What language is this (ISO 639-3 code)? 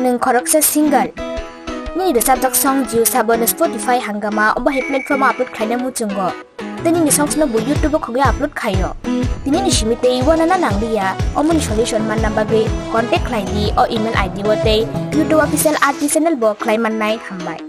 trp